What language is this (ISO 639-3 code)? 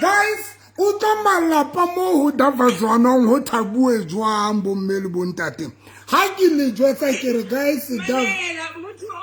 sot